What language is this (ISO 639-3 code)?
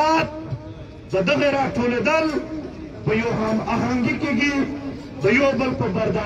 pus